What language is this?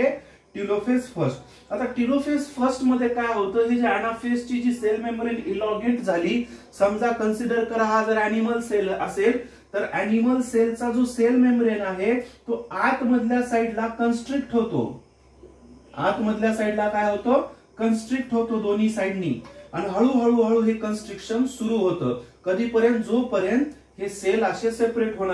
Marathi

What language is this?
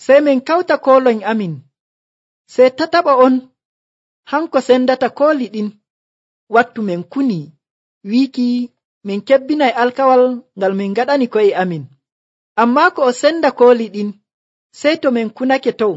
Nigerian Fulfulde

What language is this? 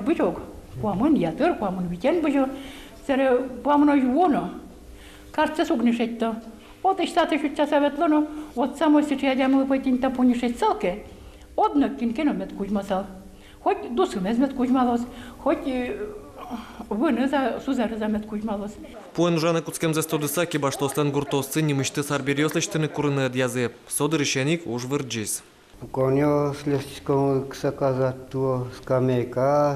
Udmurt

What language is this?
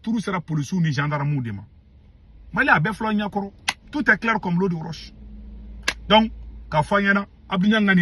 Bambara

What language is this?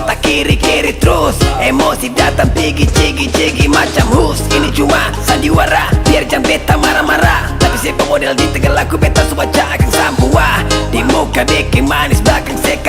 Ambonese Malay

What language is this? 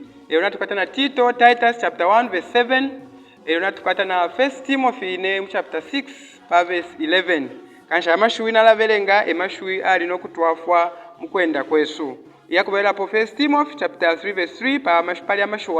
Bemba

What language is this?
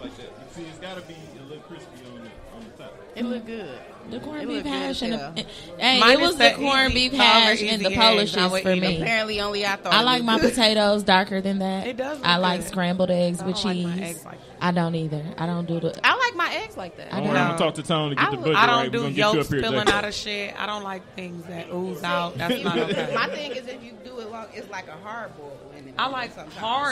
English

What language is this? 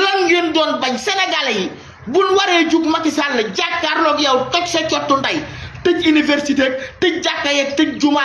Wolof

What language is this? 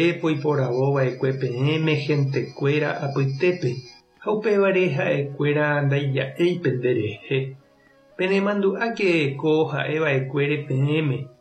Guarani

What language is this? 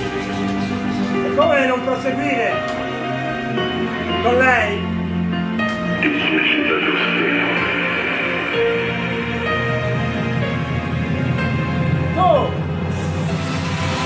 Italian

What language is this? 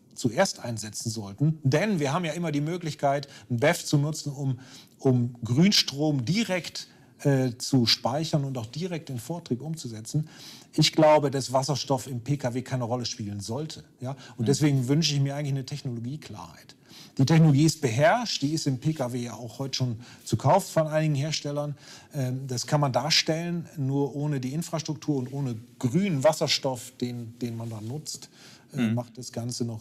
German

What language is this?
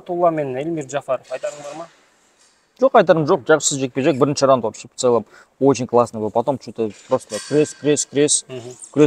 Kazakh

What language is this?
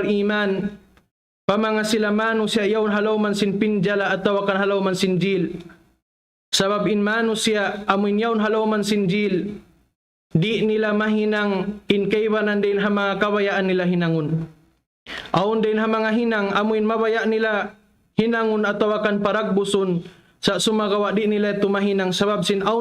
Tausug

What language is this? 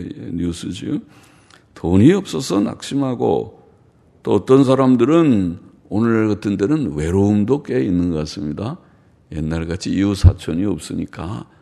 Korean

